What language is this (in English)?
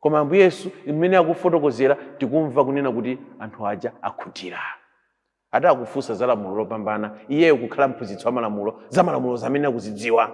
Nyanja